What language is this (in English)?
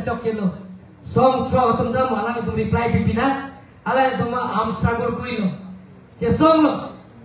Karbi